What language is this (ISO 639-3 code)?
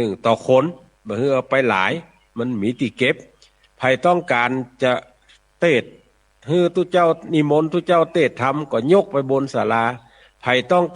nod